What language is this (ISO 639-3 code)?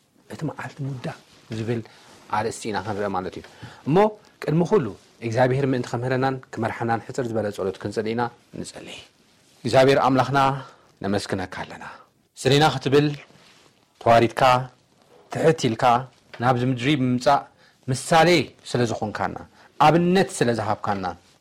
tir